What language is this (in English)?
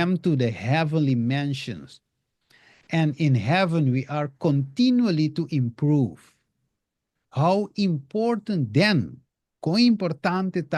Papiamento